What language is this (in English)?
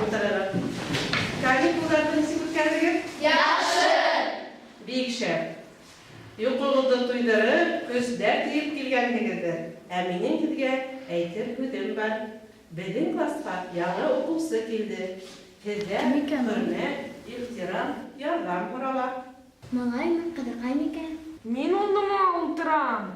Bashkir